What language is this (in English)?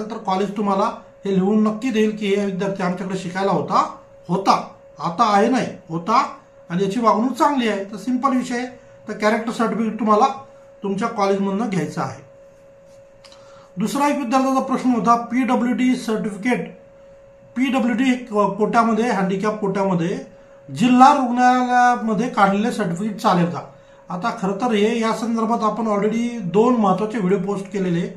Marathi